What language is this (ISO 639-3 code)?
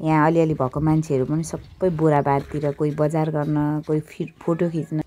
nep